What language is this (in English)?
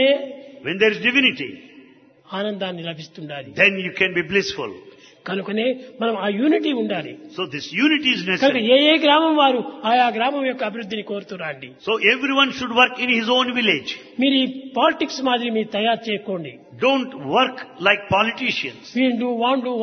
Telugu